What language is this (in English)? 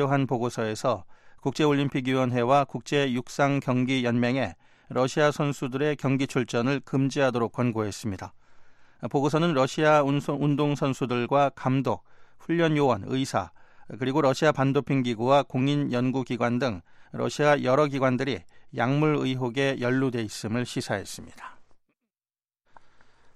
Korean